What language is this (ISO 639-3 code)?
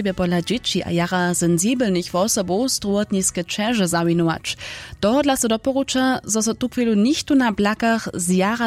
hsb